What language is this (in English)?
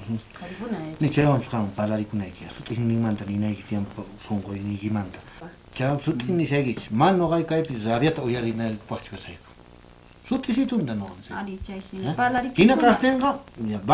South Bolivian Quechua